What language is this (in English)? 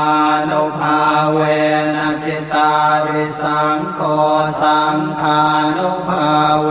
Pali